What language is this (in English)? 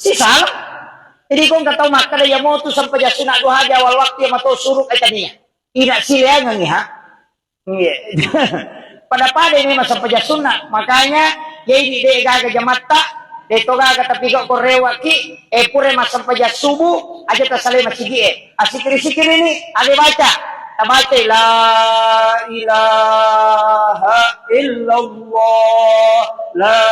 Buginese